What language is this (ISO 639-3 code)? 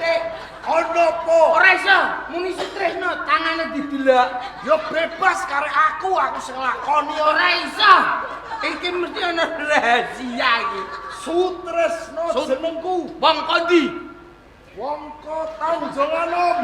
jav